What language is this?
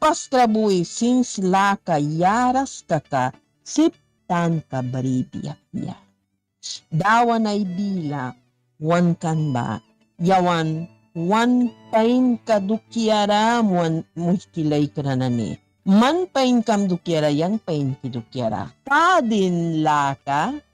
Mískito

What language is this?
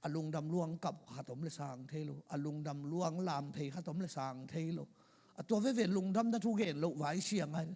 Tedim Chin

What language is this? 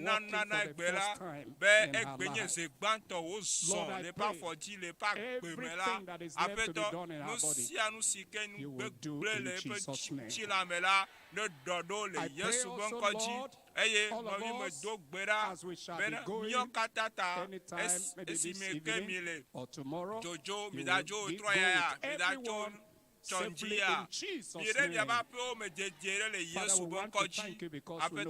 Ewe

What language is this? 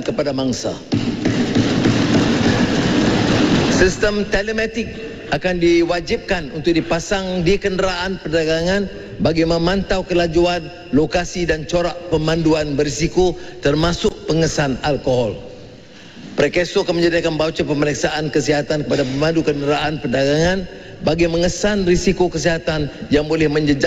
Malay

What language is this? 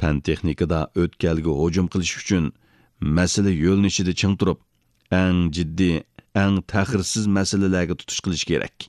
Uyghur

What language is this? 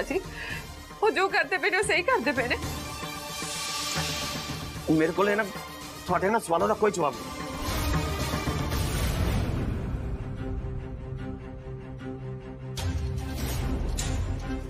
Punjabi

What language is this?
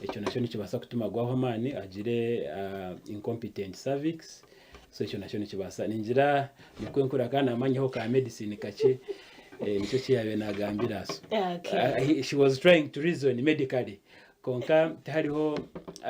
Nyankole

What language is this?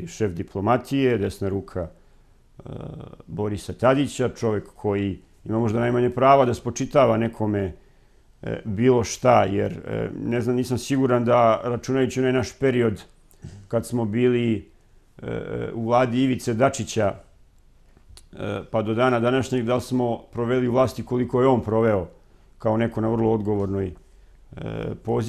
Serbian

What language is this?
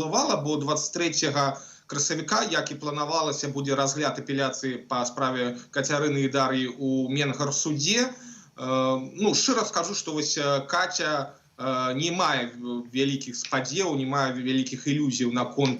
Belarusian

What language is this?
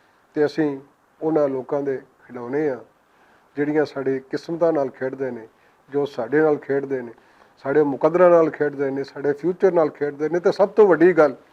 Western Panjabi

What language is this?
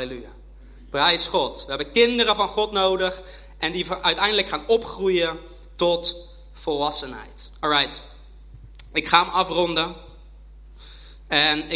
Dutch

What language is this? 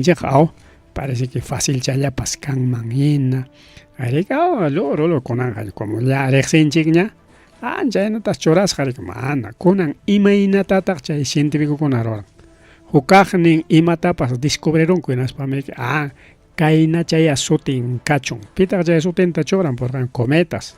Ayacucho Quechua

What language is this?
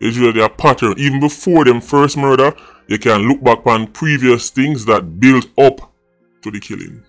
Jamaican Creole English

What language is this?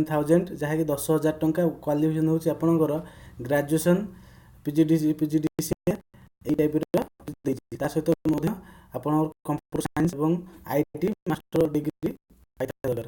Odia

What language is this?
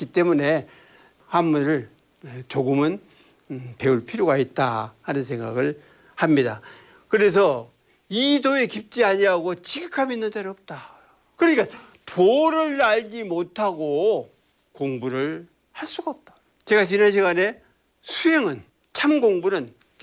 Korean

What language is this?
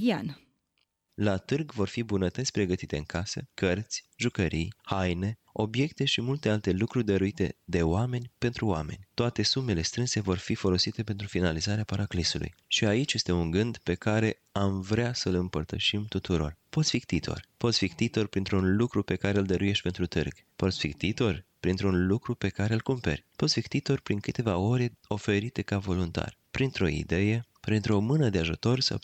Romanian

